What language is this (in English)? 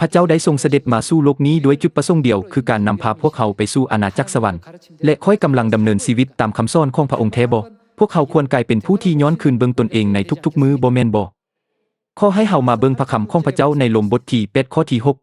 Lao